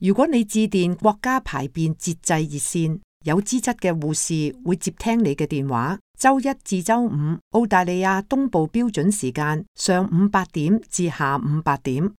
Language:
Cantonese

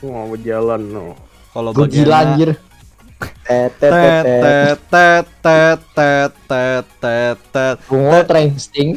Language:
Banjar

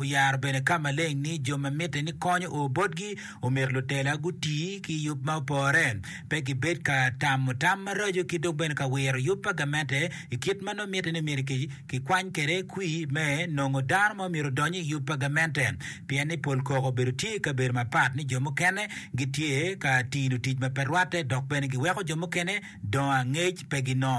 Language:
Acoli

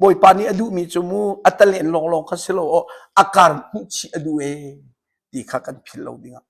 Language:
Hakha Chin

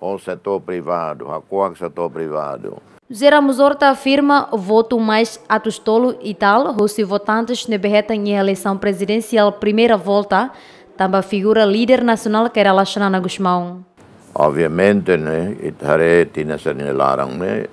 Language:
Tetum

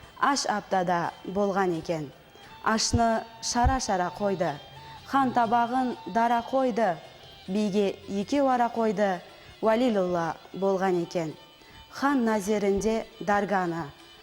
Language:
Kara-Kalpak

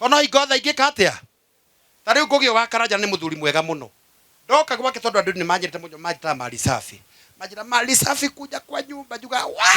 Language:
Kikuyu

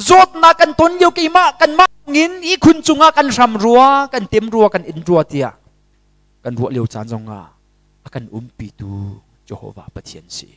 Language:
Hakha Chin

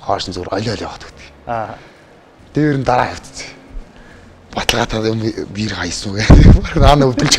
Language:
Mongolian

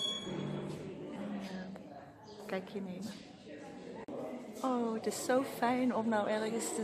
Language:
Dutch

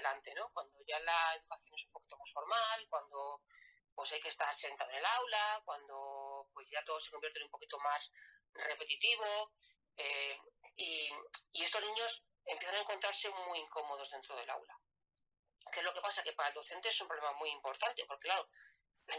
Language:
Spanish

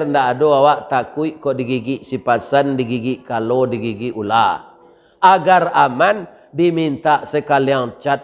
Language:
Minangkabau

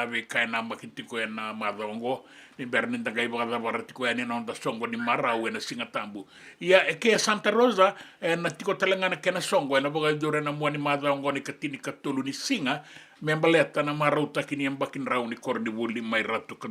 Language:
Fijian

